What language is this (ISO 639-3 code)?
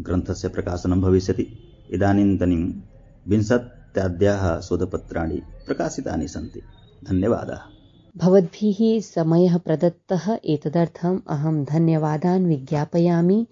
san